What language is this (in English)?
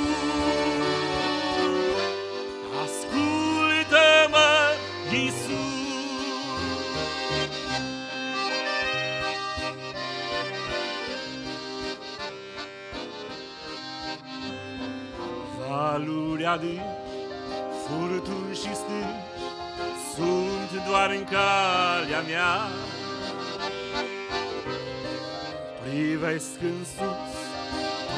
Romanian